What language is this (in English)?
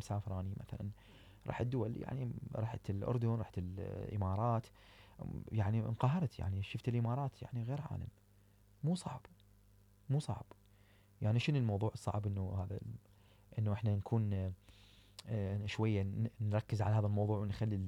Mesopotamian Arabic